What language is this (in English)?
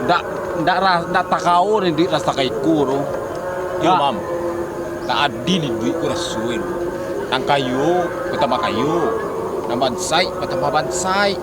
Minangkabau